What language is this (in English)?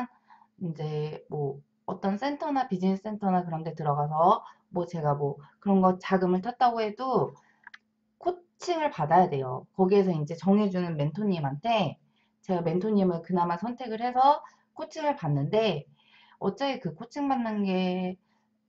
Korean